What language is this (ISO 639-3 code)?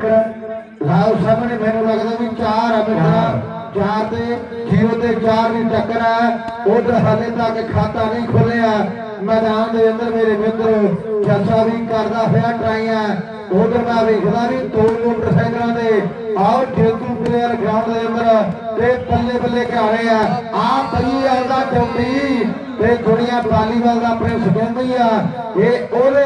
pan